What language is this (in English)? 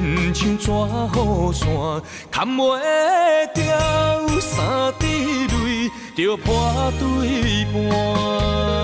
Min Nan Chinese